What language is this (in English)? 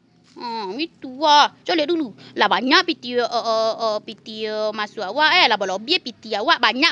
Minangkabau